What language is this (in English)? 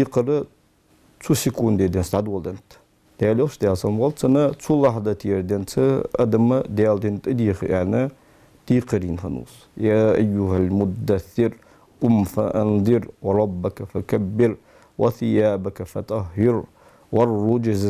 Ingush